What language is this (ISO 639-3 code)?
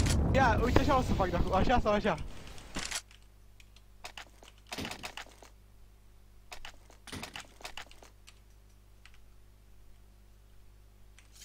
ron